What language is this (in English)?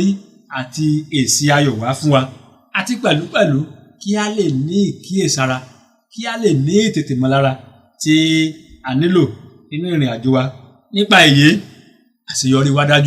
Yoruba